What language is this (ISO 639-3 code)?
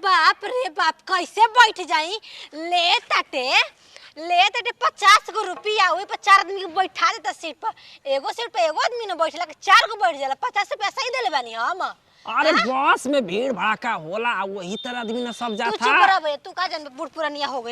bho